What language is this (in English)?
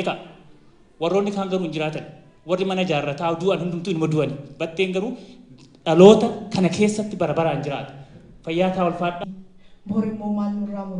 Oromo